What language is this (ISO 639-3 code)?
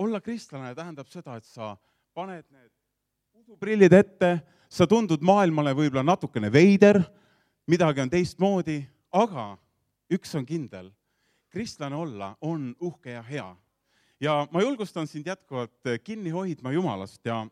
est